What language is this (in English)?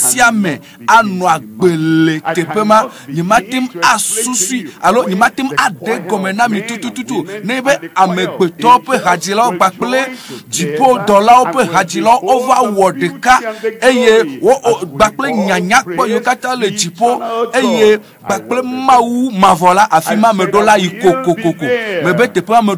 Ewe